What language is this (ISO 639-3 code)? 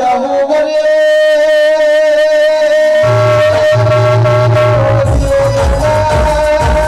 guj